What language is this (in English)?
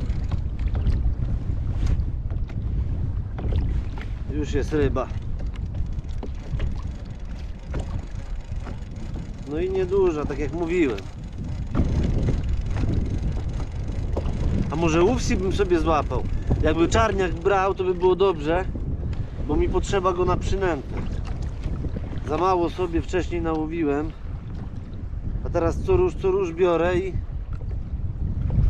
Polish